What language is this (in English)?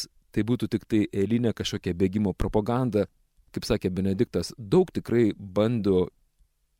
Lithuanian